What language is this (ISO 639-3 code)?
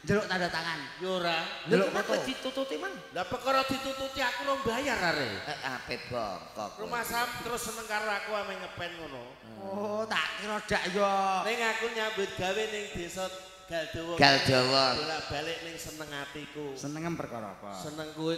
jav